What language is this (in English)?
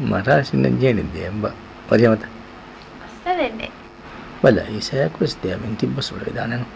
Divehi